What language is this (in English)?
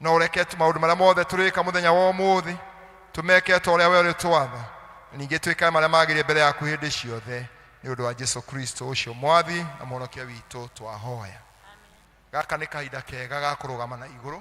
Kikuyu